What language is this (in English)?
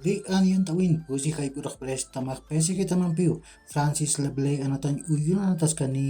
Aymara